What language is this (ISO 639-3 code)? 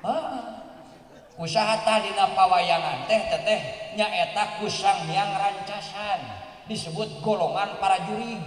sun